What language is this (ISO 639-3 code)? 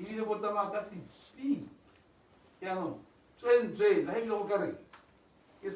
tsn